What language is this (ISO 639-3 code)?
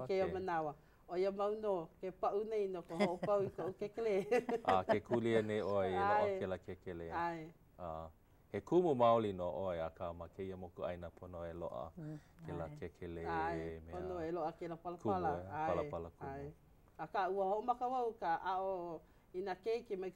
haw